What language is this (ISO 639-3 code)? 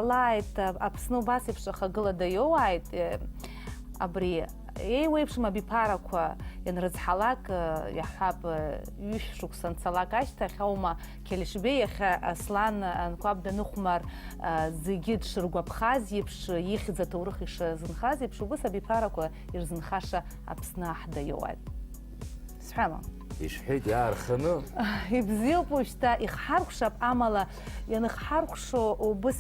abk